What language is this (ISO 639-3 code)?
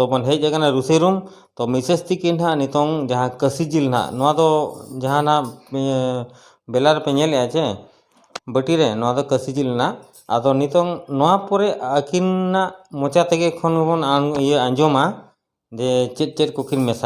sat